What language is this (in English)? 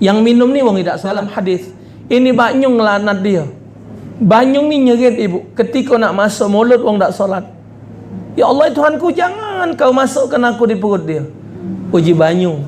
Musi